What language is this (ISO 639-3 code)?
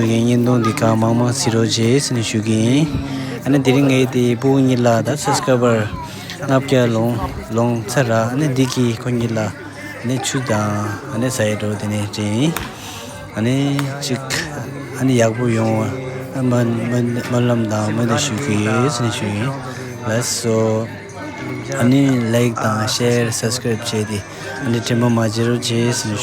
bod